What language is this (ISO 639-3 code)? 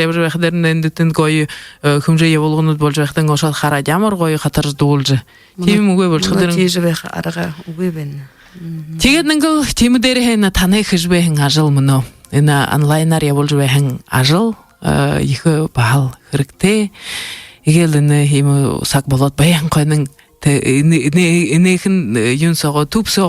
bua